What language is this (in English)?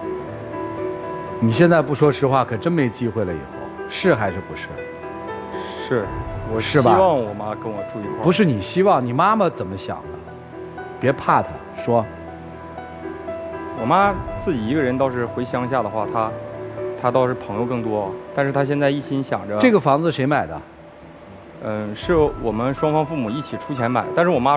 Chinese